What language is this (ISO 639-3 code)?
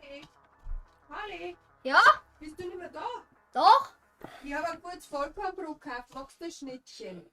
bar